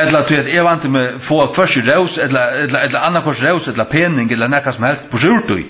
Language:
Faroese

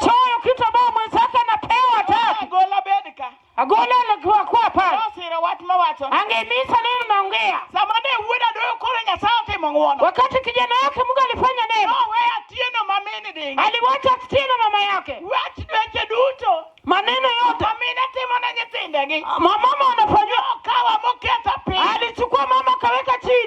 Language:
Luo (Kenya and Tanzania)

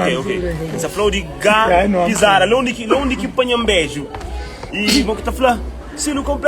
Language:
Kabuverdianu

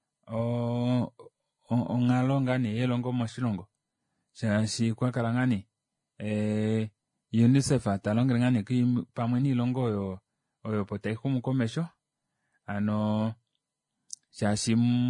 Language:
Kuanyama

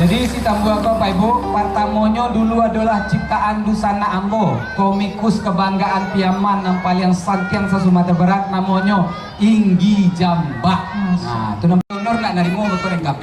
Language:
Minangkabau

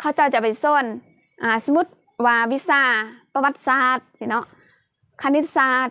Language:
Lao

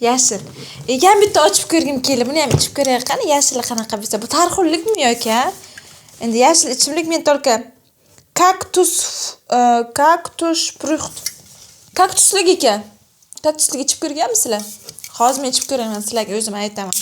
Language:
Uzbek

